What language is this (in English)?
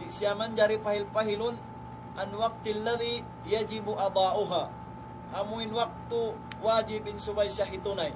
Tausug